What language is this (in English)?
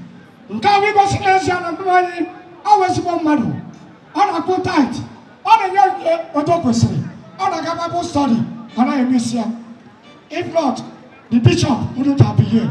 Igbo